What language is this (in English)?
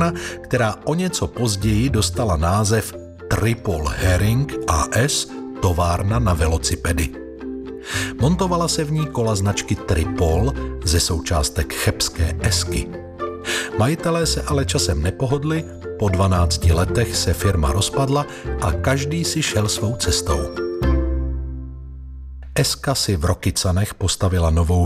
Czech